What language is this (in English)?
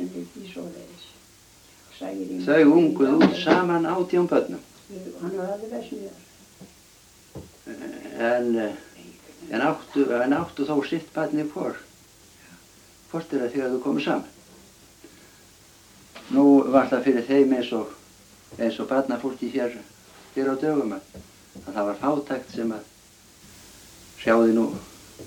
Icelandic